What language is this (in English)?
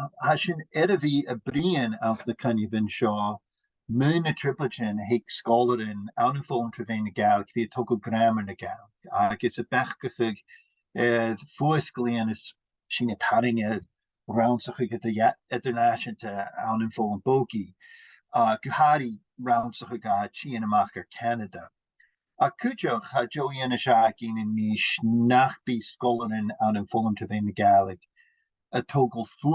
Scottish Gaelic